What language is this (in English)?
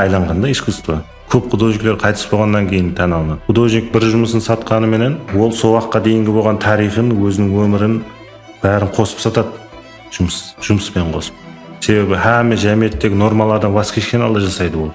Kara-Kalpak